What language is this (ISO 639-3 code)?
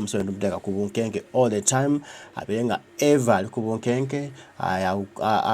lug